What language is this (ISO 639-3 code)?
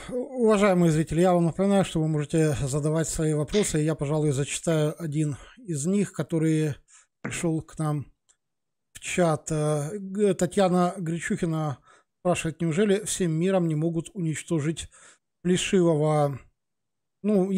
rus